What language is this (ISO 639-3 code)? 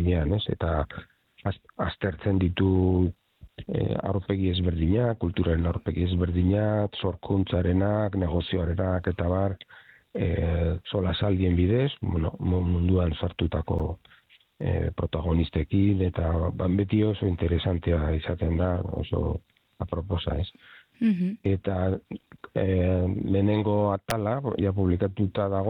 eus